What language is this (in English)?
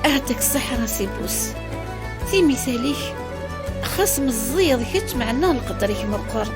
Kabyle